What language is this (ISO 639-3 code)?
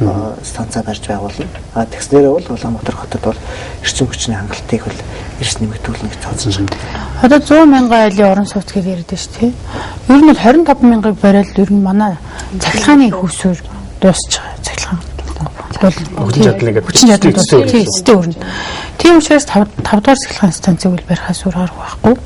mon